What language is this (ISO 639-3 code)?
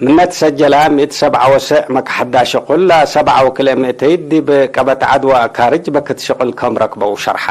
tig